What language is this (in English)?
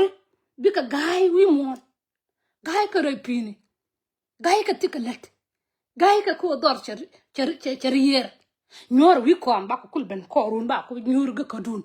Nuer